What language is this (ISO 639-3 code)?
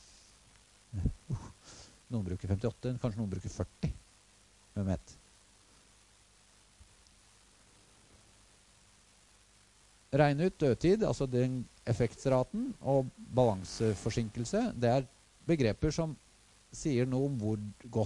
nor